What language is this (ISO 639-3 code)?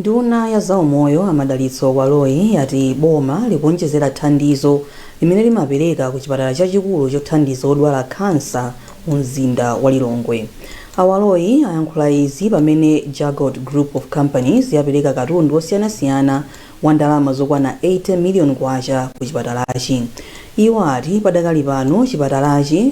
nya